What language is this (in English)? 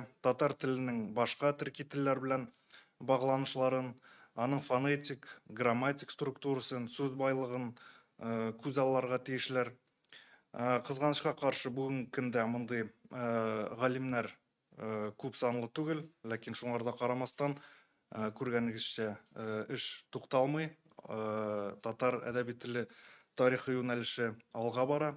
Tatar